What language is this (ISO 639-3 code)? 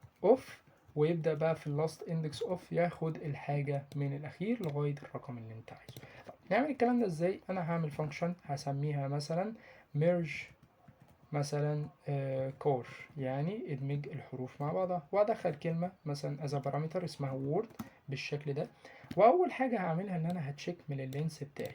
arz